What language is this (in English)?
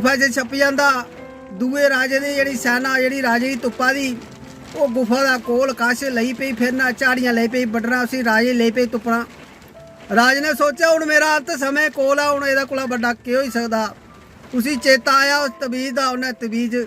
Dogri